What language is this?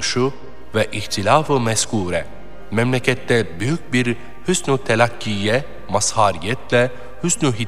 Turkish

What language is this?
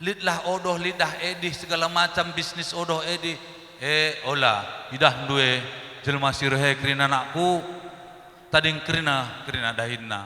Batak Karo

